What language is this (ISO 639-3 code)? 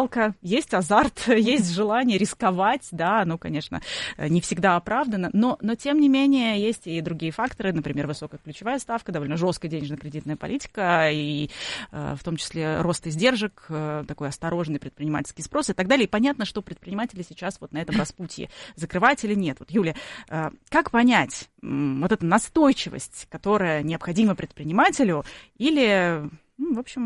rus